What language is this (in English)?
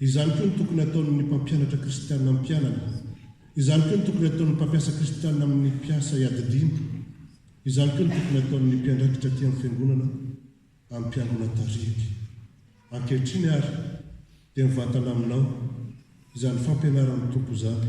Malagasy